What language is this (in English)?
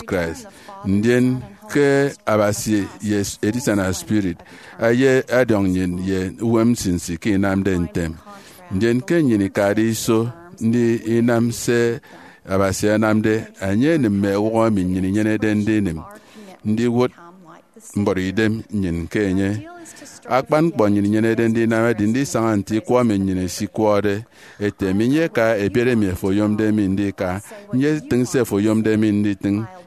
Efik